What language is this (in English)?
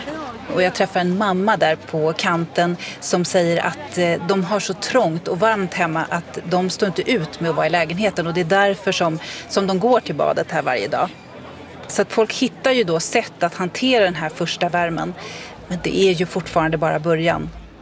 Swedish